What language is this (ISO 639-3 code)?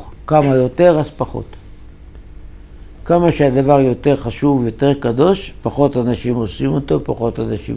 heb